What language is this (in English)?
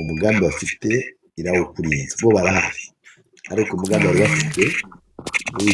Kinyarwanda